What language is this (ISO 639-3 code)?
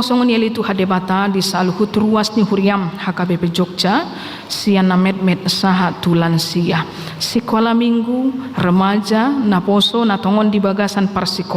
bbc